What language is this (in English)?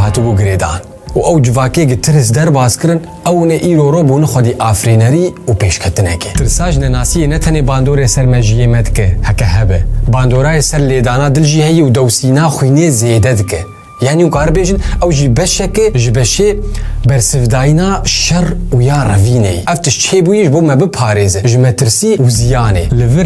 Kurdish